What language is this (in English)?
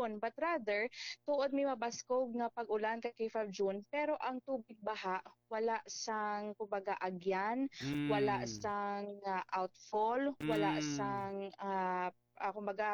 Hiligaynon